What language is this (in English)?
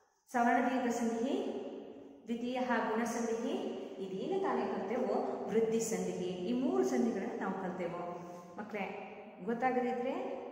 Kannada